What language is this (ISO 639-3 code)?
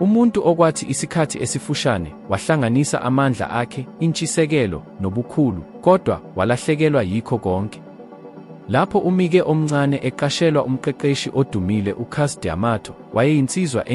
zul